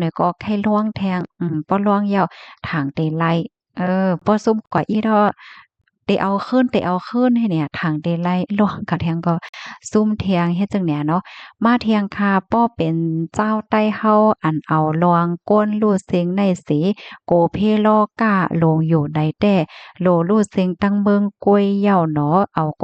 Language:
Shan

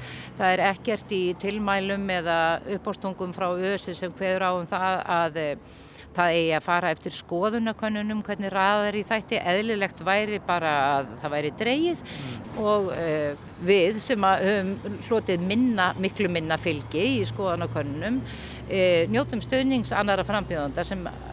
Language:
Icelandic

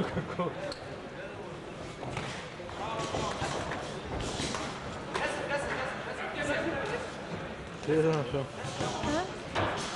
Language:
Bulgarian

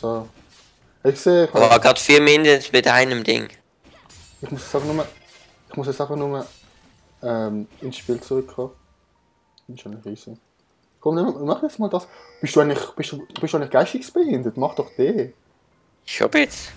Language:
Swiss German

